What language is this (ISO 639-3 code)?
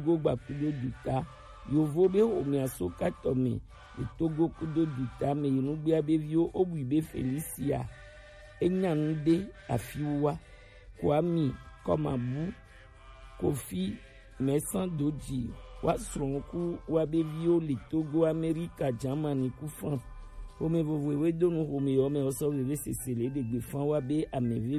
gej